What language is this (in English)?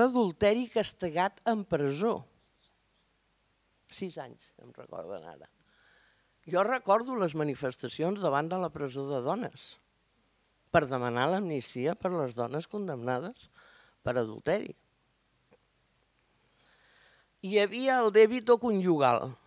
Catalan